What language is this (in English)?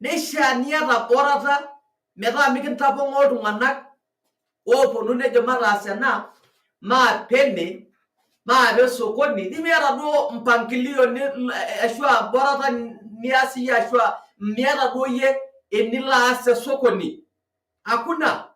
Masai